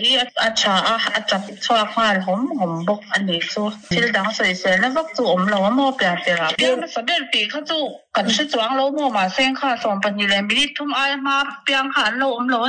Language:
Mizo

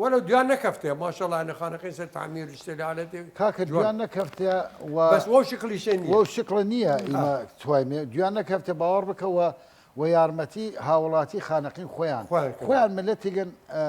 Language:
Southern Kurdish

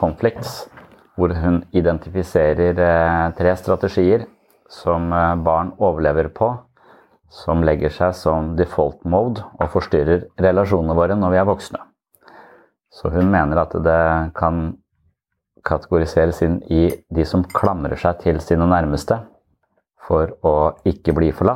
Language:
Norwegian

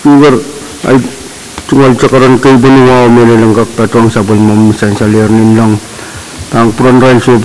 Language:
Pohnpeian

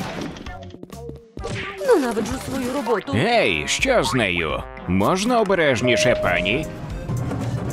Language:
Ukrainian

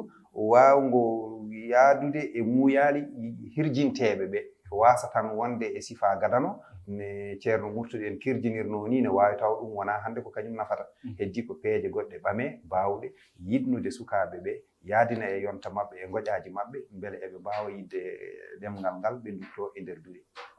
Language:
Fula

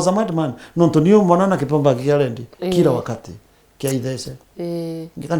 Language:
Meru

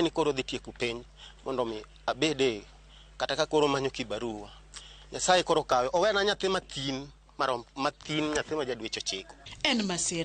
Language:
Luo (Kenya and Tanzania)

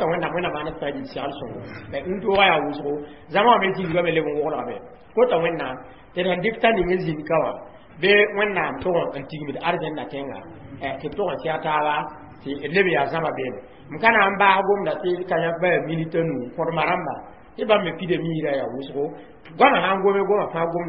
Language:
Mossi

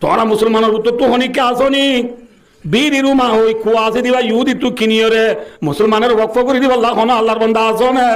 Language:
Rohingya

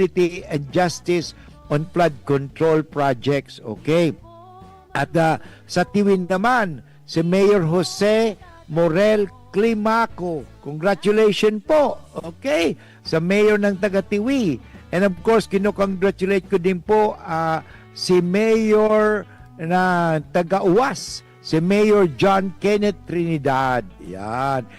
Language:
Bikol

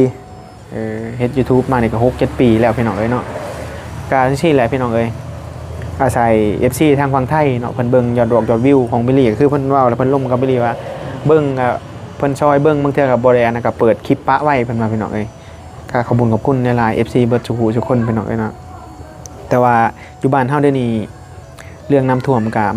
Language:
Northeastern Thai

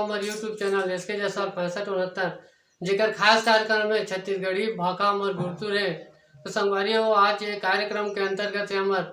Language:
Chhattisgarhi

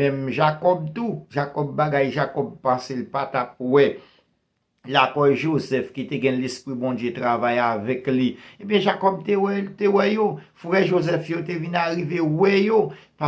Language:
Haitian Creole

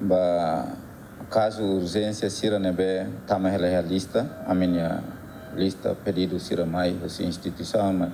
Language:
Tetum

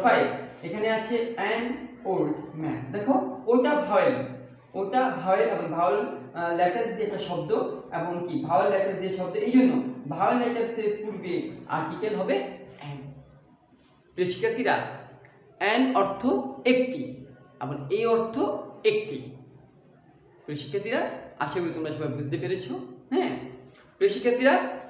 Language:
Bangla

